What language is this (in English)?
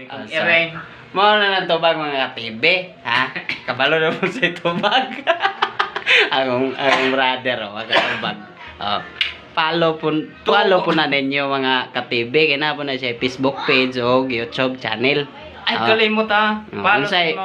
Cebuano